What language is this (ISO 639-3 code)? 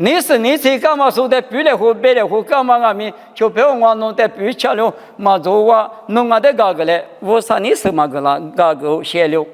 lis